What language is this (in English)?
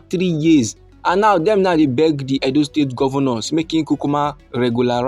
Nigerian Pidgin